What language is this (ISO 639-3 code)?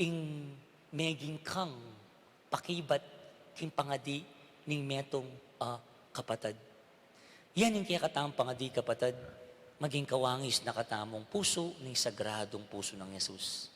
pam